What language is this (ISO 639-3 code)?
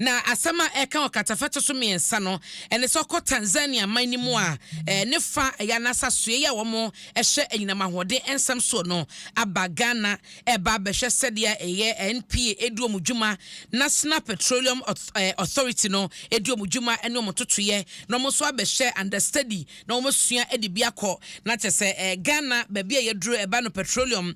aka